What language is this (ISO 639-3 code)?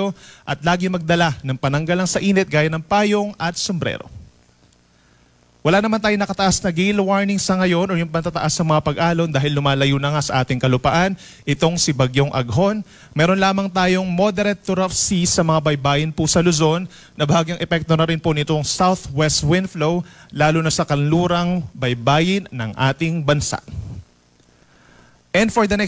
fil